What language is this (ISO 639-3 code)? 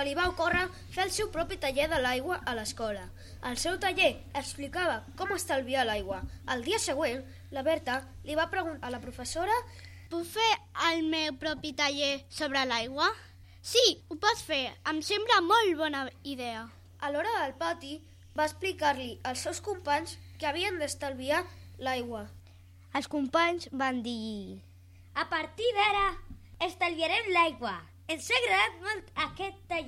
cat